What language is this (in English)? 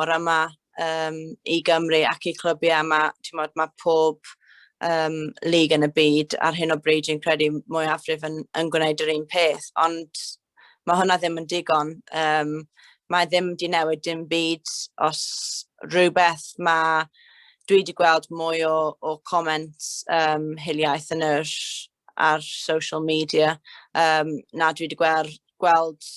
Welsh